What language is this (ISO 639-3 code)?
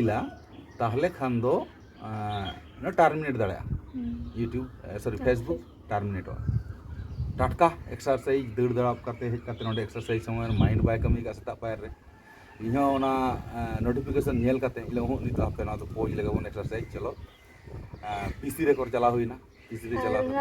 sat